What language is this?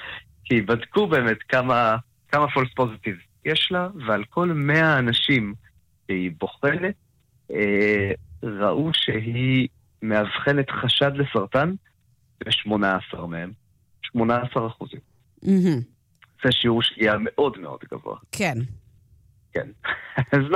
Hebrew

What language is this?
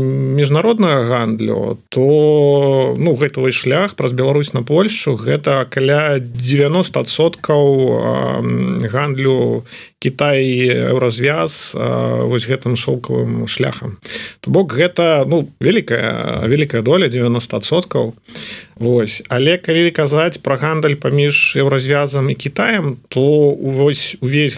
Belarusian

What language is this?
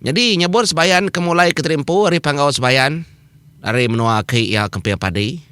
Iban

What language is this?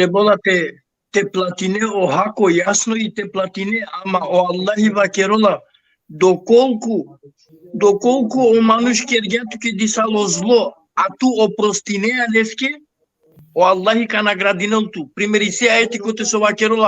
Balkan Romani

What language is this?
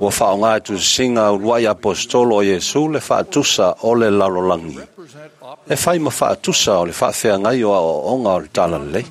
Samoan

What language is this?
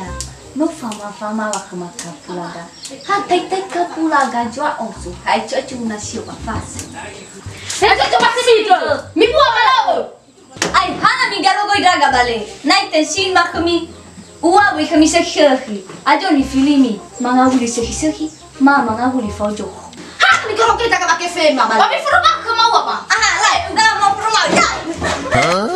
Nias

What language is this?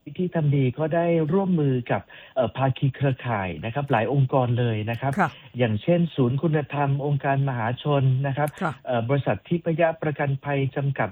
Thai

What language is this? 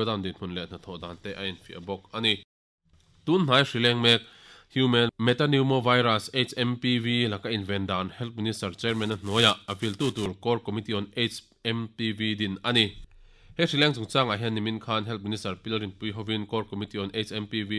Mizo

